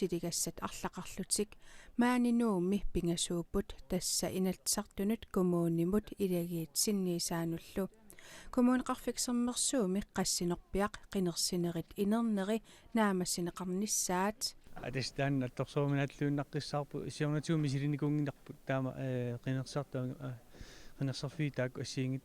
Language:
Kalaallisut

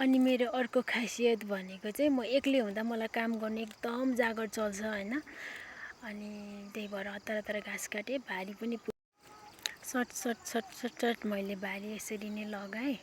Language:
Nepali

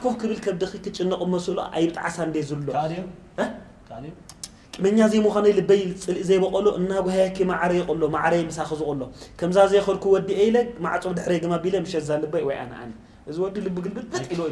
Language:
Tigrinya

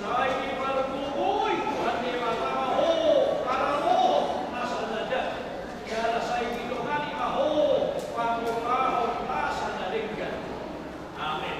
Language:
Batak Toba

